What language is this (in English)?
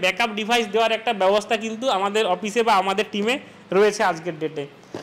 Bangla